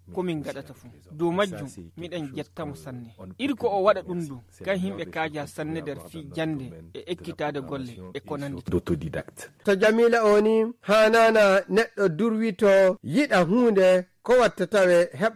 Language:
Nigerian Fulfulde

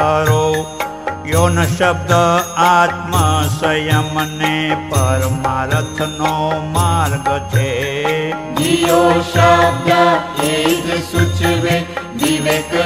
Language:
Gujarati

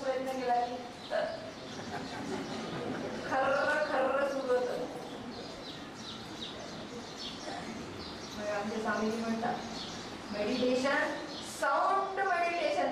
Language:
Marathi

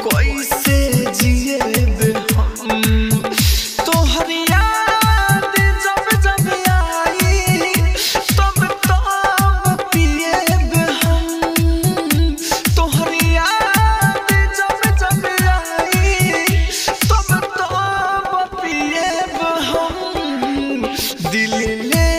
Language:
Bhojpuri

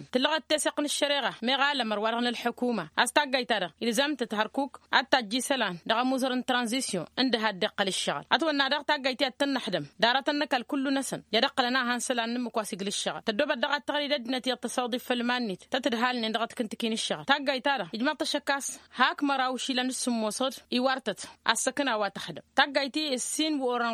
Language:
Tamasheq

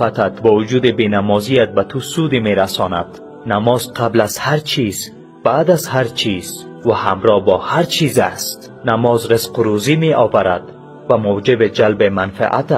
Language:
Persian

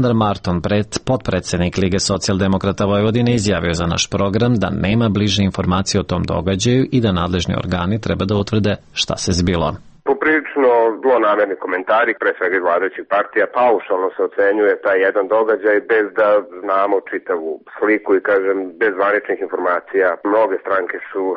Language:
Serbian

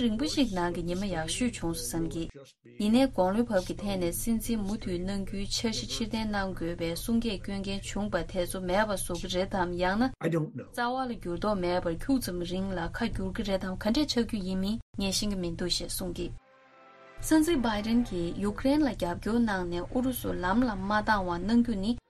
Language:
Tibetan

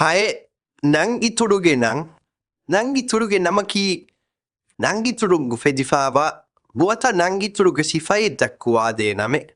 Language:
Divehi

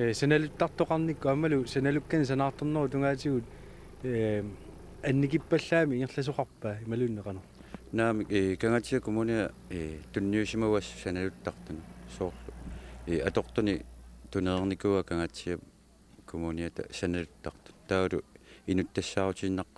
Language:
Kalaallisut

